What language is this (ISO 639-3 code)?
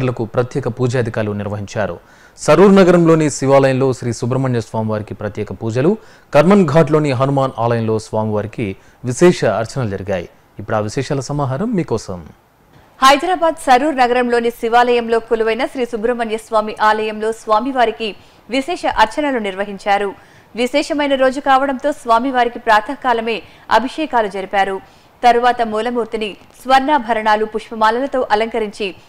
tel